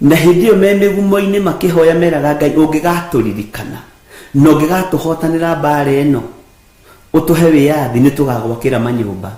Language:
Kikuyu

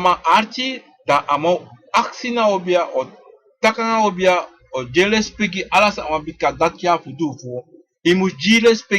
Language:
Sranan Tongo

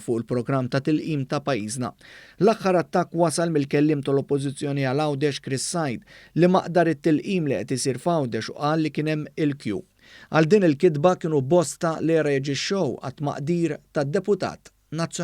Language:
Maltese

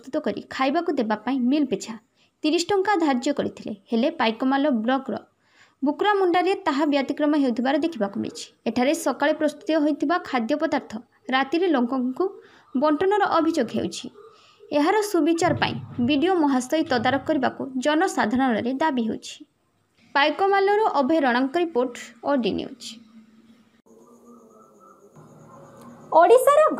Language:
Odia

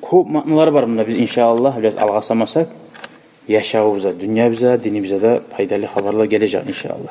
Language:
Kumyk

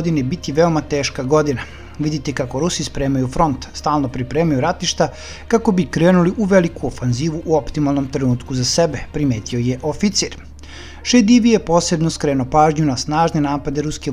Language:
Serbian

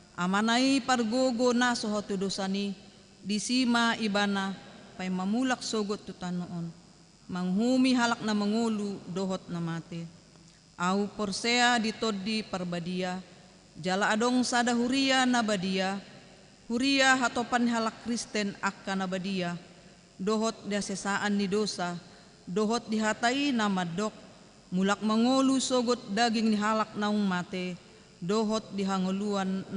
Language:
Batak Toba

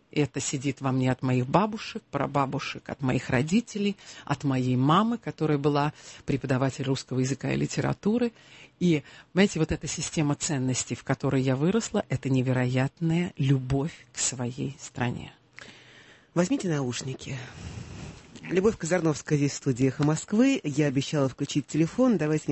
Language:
Russian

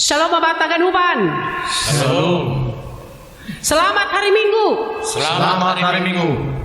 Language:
Batak Simalungun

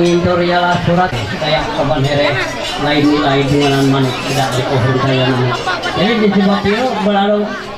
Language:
Ma'anyan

